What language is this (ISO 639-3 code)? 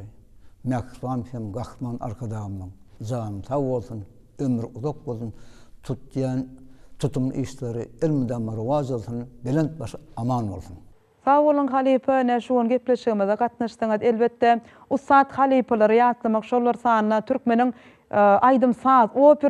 tuk